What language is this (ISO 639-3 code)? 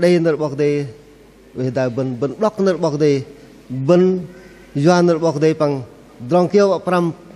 bdq